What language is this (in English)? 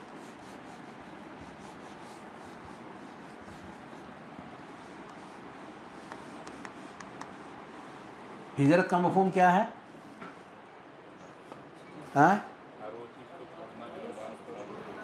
Urdu